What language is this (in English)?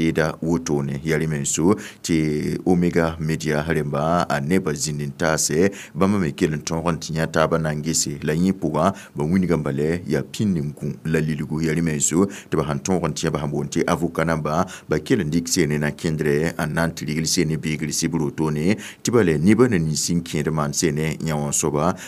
Mossi